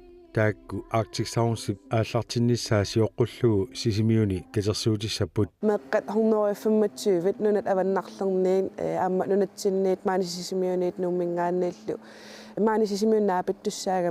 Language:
Kalaallisut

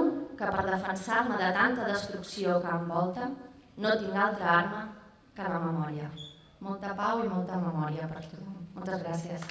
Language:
Catalan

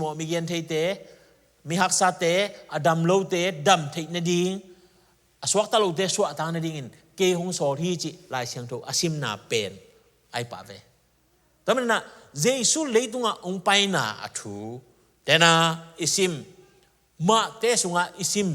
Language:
Tedim Chin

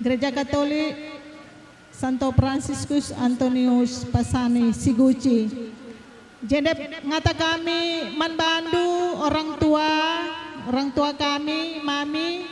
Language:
Batak Karo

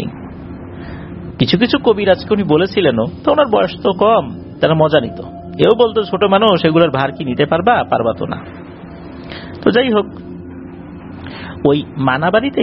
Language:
Bangla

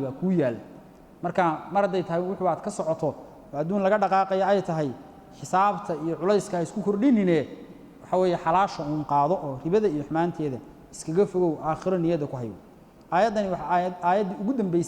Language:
Somali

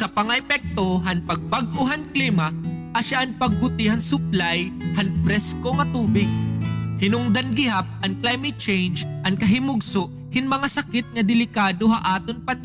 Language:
Waray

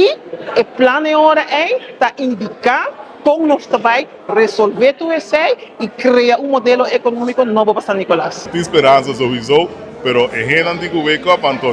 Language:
Papiamento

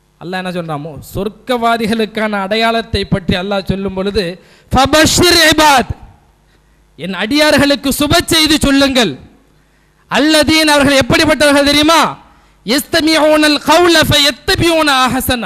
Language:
Tamil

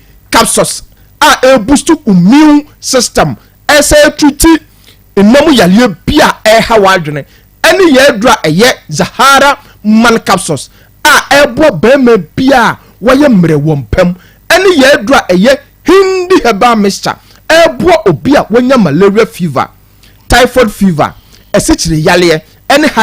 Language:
Akan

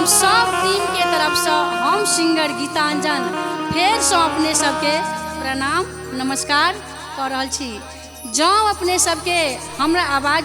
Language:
Maithili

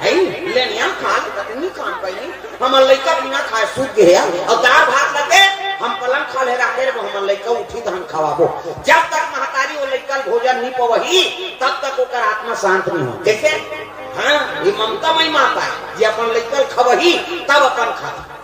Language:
Chhattisgarhi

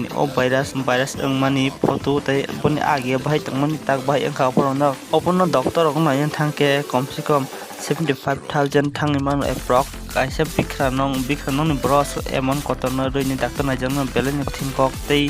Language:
Kok Borok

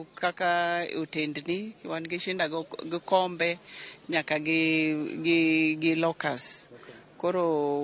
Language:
Luo (Kenya and Tanzania)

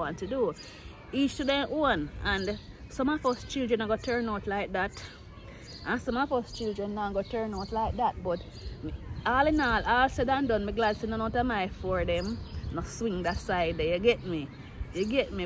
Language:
Jamaican Creole English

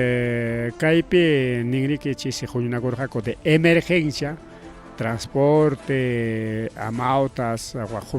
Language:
Ayacucho Quechua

